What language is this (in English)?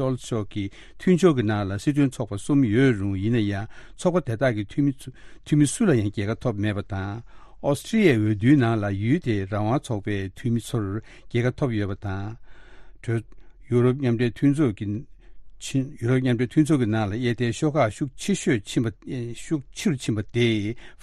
Tibetan